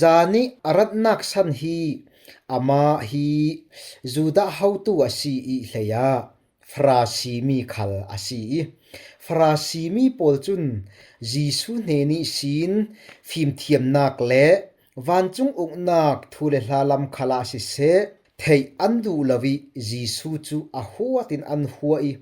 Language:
Falam Chin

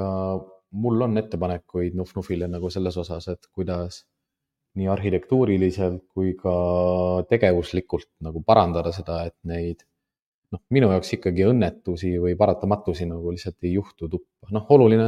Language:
Estonian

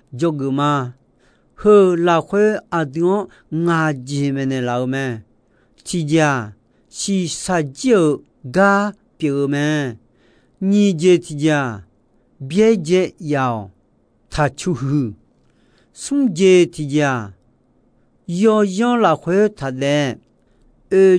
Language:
Akha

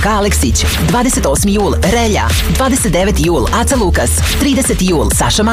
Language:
Serbian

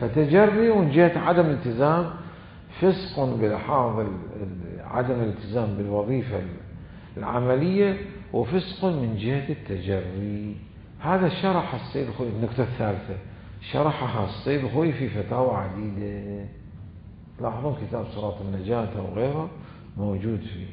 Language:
Mesopotamian Arabic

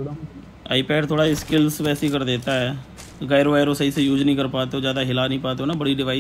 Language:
Hindi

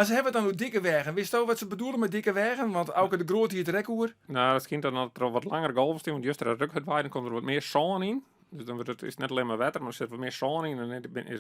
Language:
Western Frisian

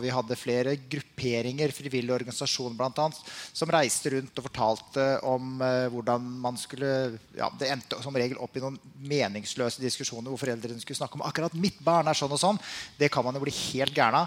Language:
Norwegian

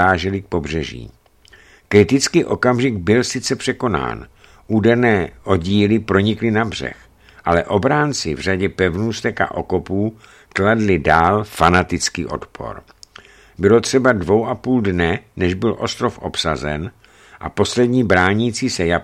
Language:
Czech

